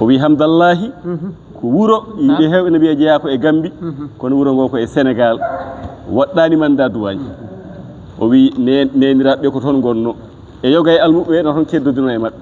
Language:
Fula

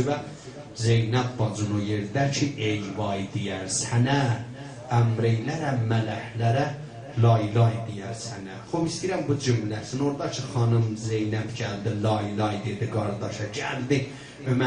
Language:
South Azerbaijani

